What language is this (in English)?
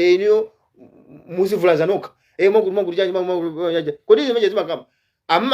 Nyanja